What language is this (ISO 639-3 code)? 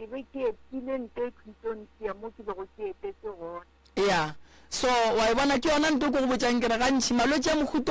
nso